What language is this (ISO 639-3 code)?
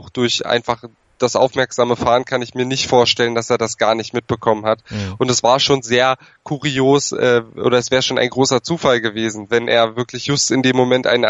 deu